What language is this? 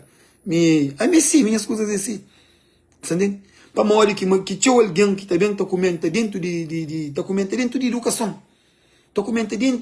Kabuverdianu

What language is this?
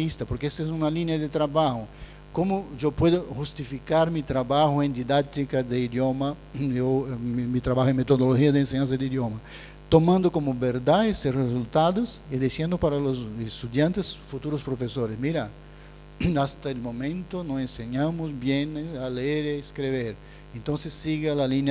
Spanish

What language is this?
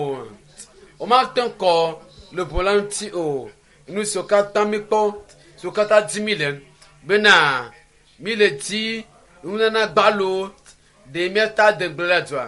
Ewe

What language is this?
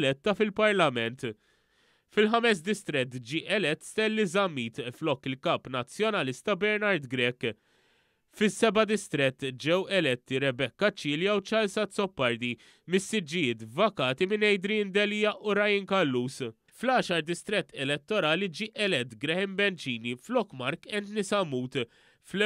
Maltese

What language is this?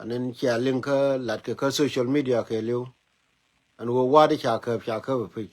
Nuer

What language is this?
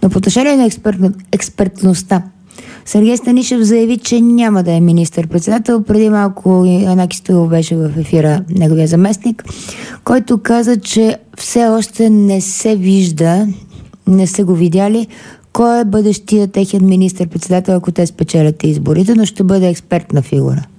Bulgarian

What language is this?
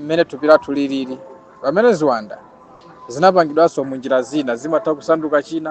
Nyanja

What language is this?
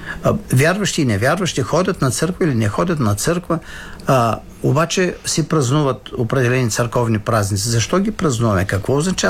Bulgarian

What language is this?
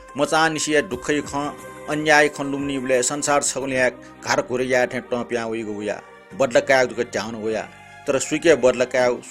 Newari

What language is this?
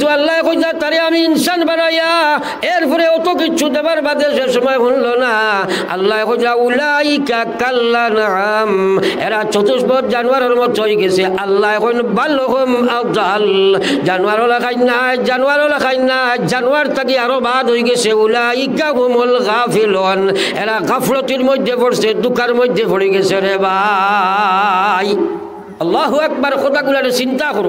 Sylheti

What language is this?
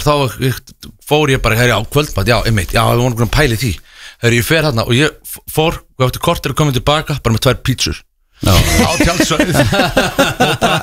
Icelandic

